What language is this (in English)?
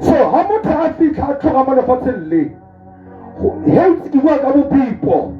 Tswana